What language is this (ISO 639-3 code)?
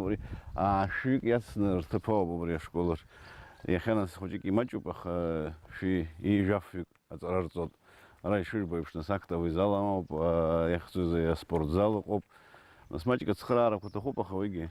abk